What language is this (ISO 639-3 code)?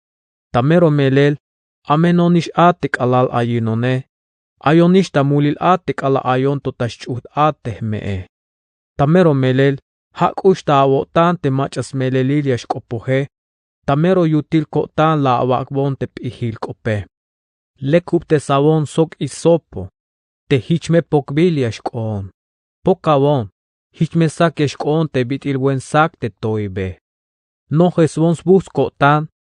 tzh